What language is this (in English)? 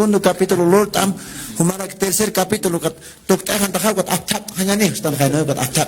Aymara